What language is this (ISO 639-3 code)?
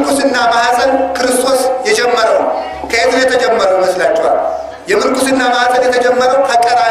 amh